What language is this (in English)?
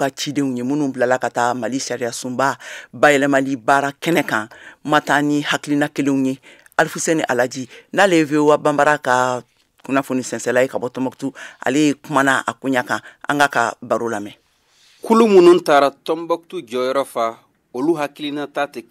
Bambara